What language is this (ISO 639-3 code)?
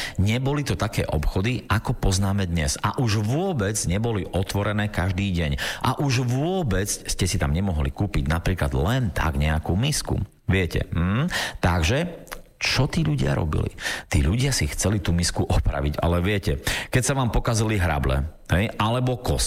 slk